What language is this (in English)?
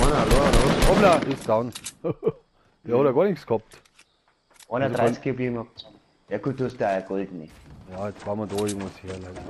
Bavarian